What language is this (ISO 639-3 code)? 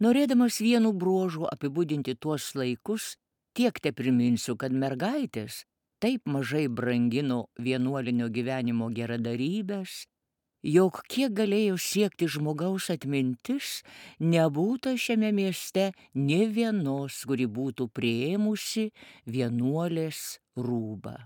lit